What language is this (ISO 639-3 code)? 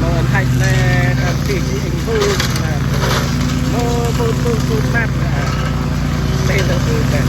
cmo